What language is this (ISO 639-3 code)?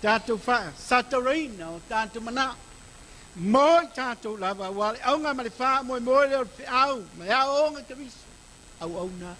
smo